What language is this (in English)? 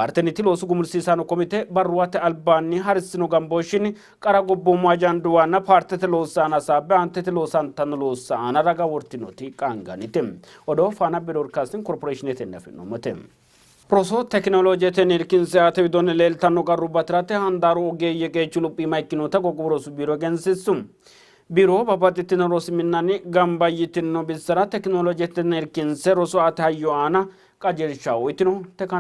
Sidamo